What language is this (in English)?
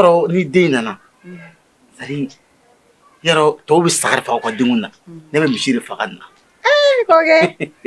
Bambara